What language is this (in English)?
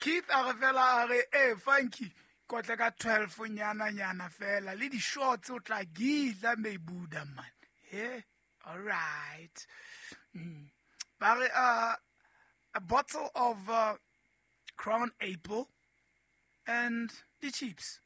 Southern Sotho